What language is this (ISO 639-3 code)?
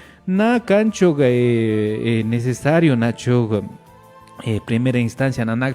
qvi